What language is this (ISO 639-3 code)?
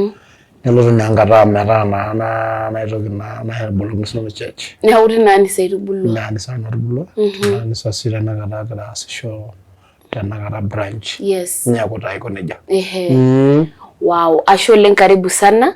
mas